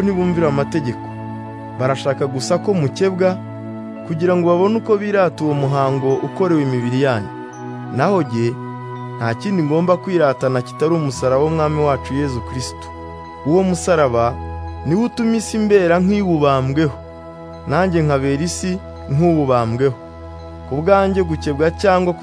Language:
Kinyarwanda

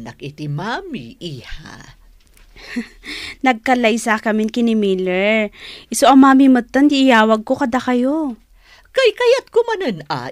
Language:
Iloko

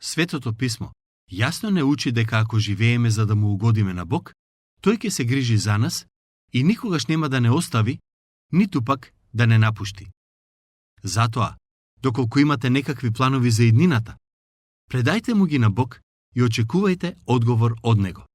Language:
Macedonian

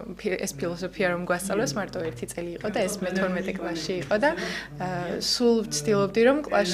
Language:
Georgian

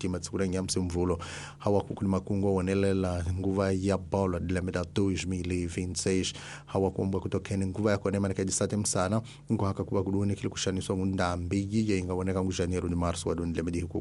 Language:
Tsonga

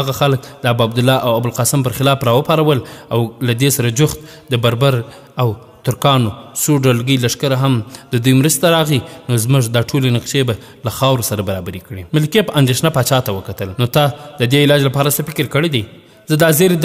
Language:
Pashto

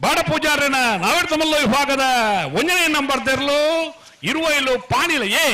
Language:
Tulu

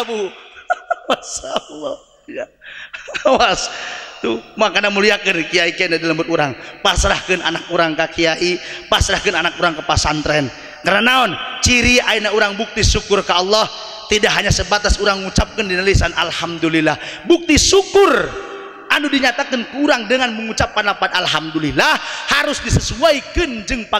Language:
Sundanese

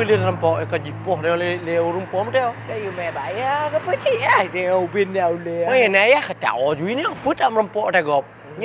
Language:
Achinese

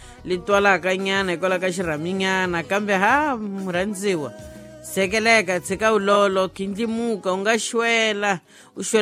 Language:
Tsonga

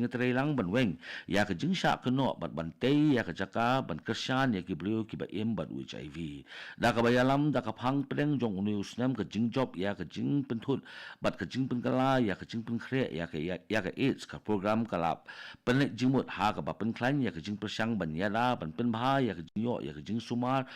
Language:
Khasi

